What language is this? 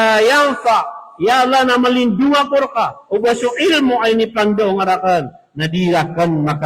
Maranao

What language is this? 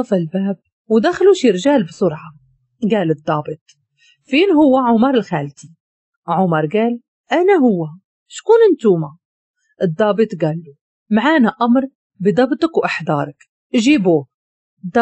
Moroccan Arabic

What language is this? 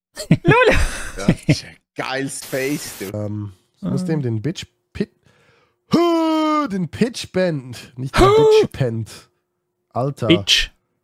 Swiss German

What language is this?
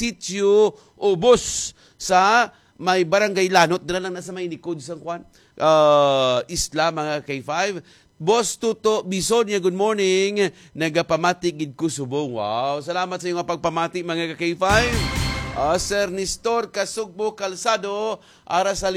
Hiligaynon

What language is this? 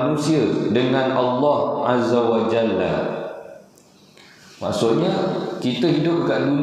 Malay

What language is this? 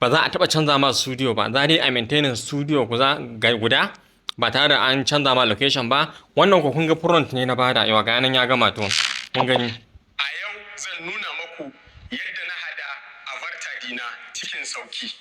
Hausa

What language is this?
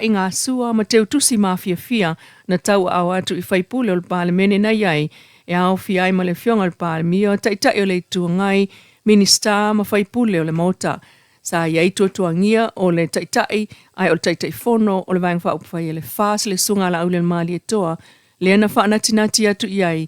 Samoan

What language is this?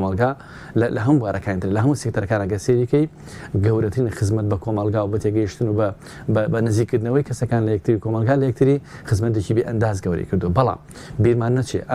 Central Kurdish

